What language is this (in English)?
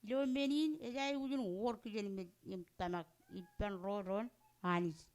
Marshallese